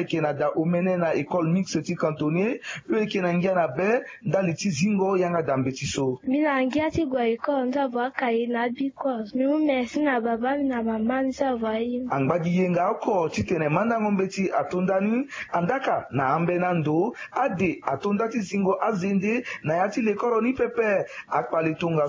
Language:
Sango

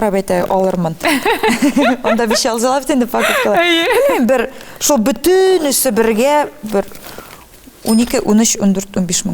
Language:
Tatar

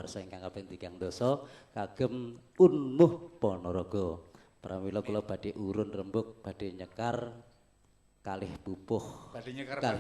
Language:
Javanese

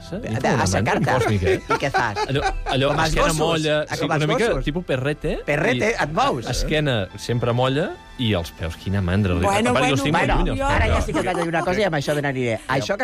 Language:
Catalan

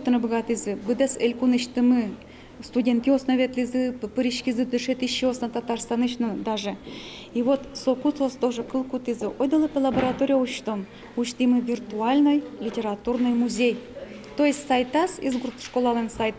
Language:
Udmurt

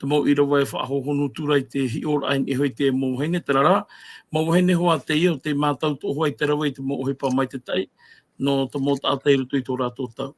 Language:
Tahitian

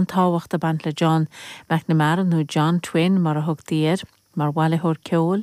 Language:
Irish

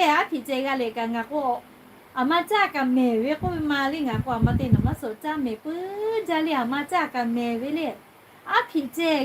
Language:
Lahu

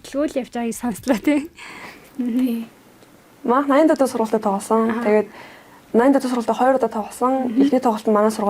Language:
Mongolian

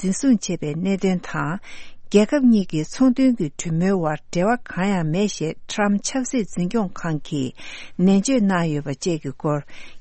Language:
Tibetan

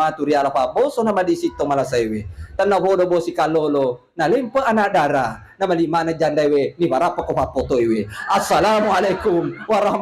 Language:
Buginese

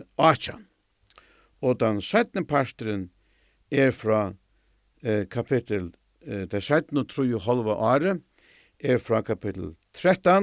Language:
Faroese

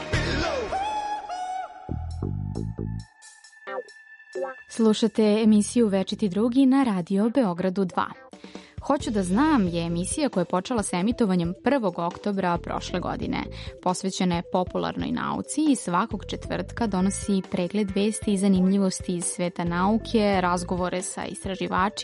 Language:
Serbian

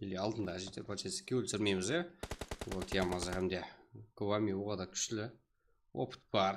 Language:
Kara-Kalpak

